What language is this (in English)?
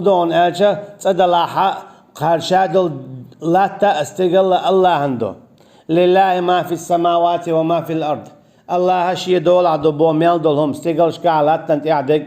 Chechen